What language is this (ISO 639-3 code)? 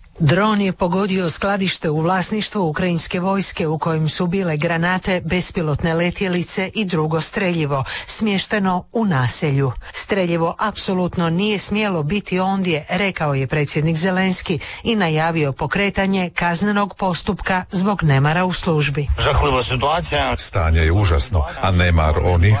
hrv